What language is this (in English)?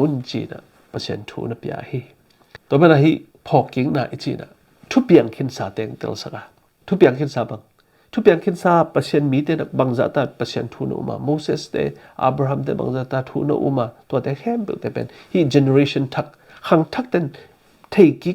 Tedim Chin